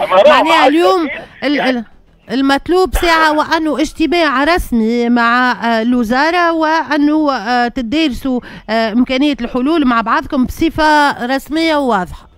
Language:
Tunisian Arabic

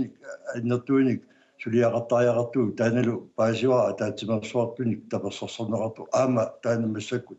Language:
Kalaallisut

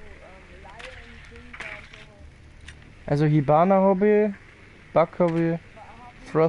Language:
Bavarian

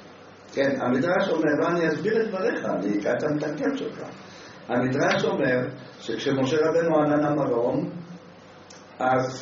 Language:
Hebrew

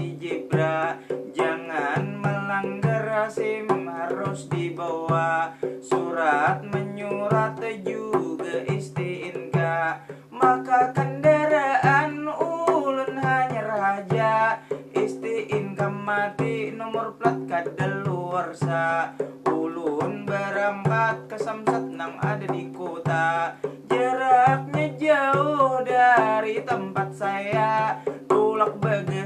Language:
Banjar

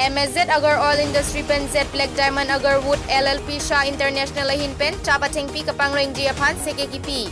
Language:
Karbi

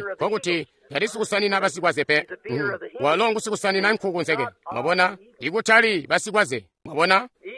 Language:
Tonga (Zambia)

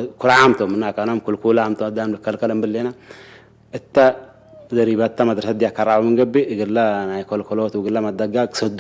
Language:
Tigre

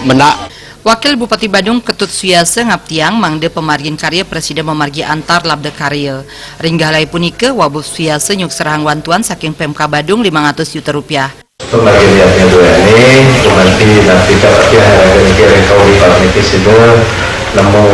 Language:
Balinese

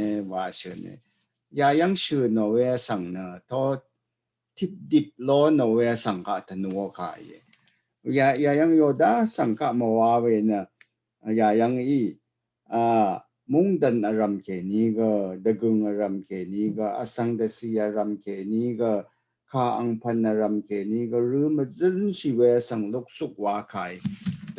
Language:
Rawang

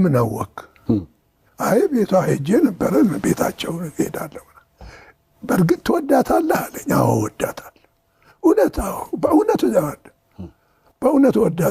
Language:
Amharic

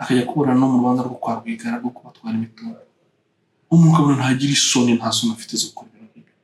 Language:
Kinyarwanda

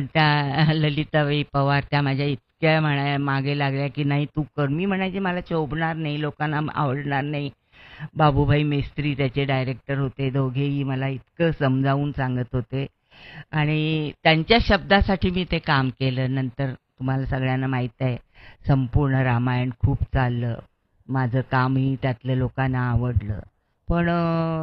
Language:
Marathi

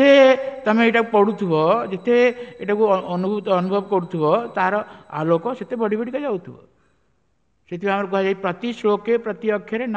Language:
Odia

